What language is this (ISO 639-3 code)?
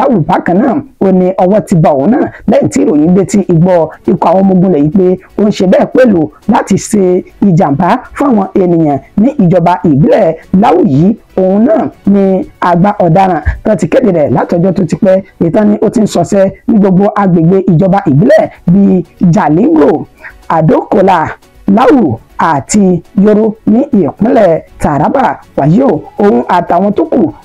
yor